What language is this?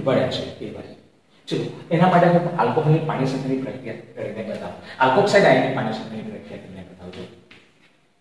Gujarati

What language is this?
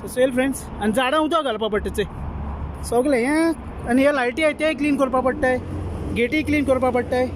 Konkani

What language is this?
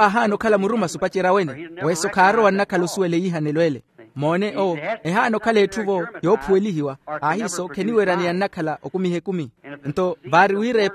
Makhuwa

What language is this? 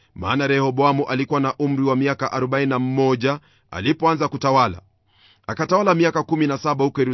Swahili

